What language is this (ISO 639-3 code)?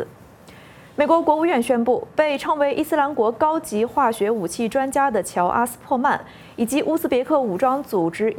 zho